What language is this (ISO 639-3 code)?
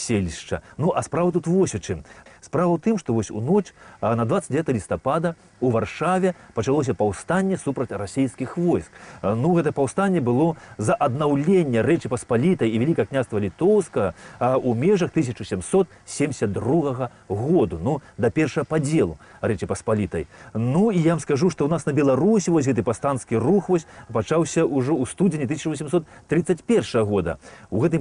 bel